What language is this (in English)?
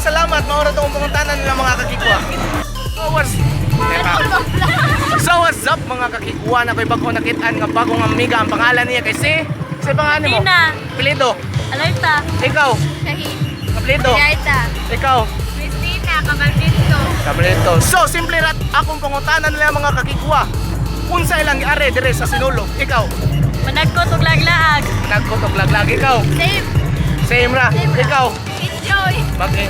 Cebuano